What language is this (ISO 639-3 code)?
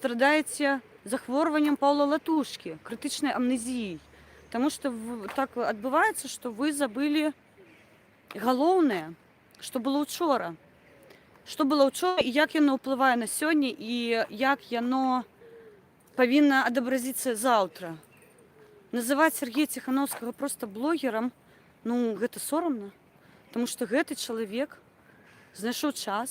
bel